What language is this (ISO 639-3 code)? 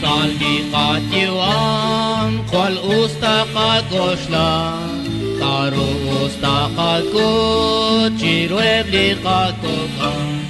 kek